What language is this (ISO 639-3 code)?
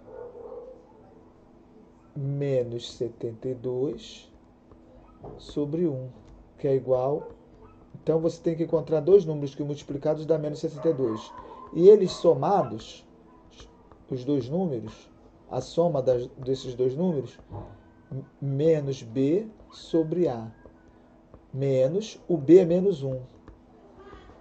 por